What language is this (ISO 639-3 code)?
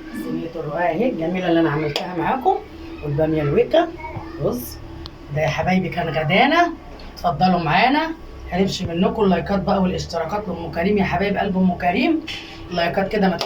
arz